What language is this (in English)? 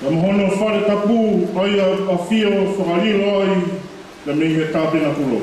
Tongan